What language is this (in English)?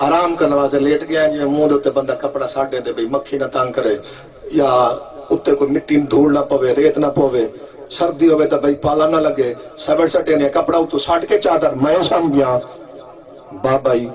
Saraiki